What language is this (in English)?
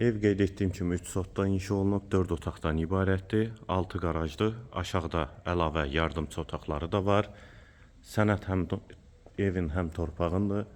Azerbaijani